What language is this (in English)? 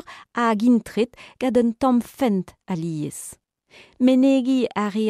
Breton